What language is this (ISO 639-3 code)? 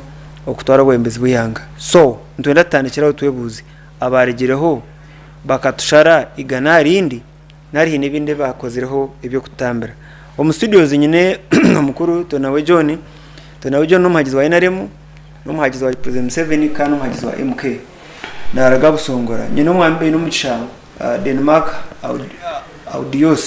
nyn